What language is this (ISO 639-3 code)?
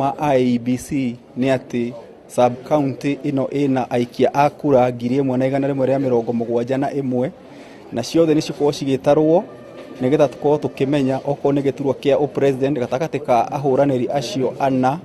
kik